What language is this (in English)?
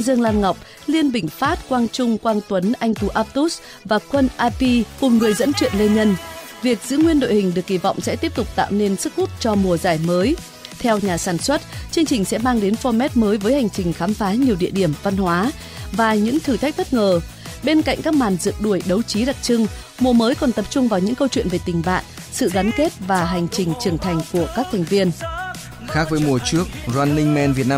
Vietnamese